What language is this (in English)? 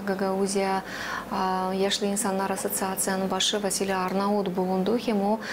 Gagauz